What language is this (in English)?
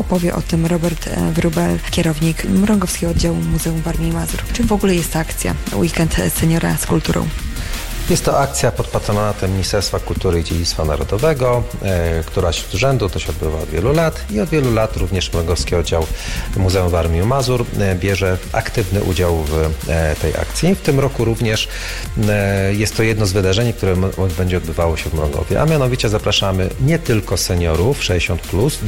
Polish